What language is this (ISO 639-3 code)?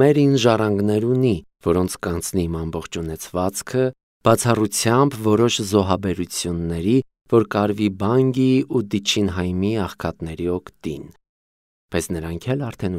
hye